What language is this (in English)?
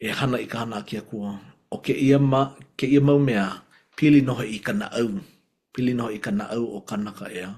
Hawaiian